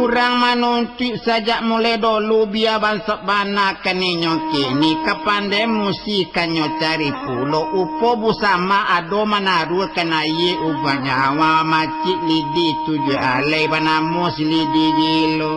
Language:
Minangkabau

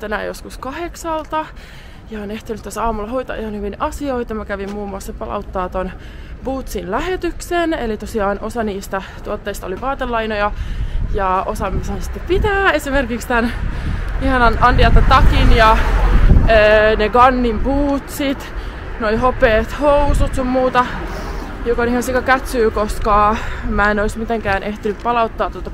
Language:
Finnish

